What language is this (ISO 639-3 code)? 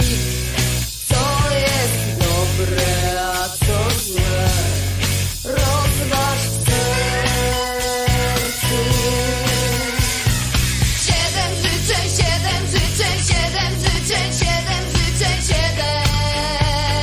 pol